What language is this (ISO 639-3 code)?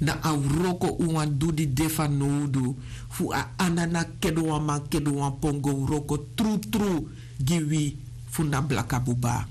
srn